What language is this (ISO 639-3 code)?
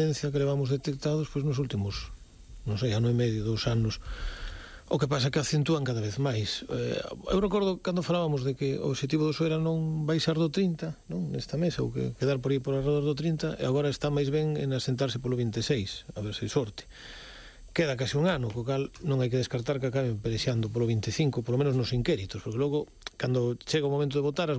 glg